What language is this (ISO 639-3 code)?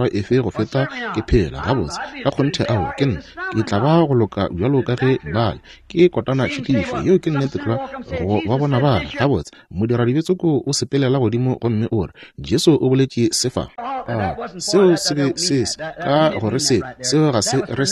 nso